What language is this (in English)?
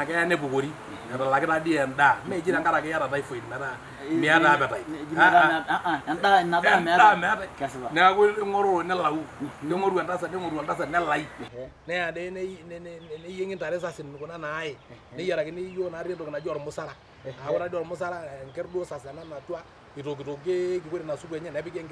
Masai